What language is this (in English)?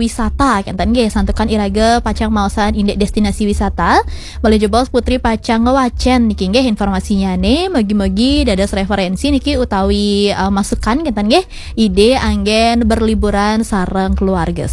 Balinese